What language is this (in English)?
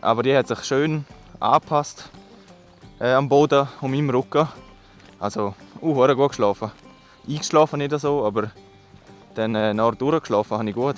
Swiss German